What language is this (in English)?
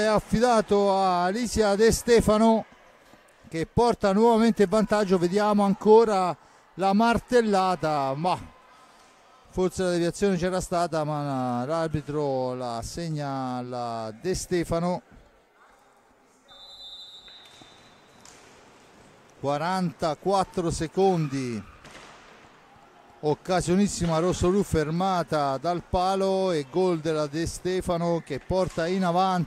Italian